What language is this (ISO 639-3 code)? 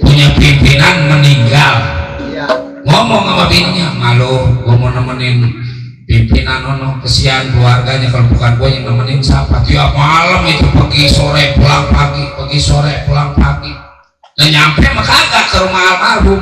bew